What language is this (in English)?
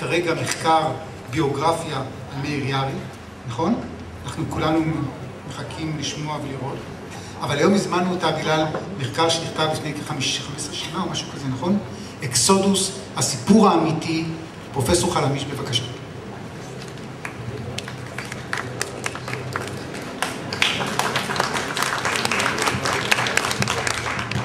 Hebrew